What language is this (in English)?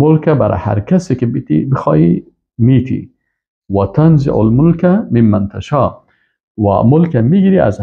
Persian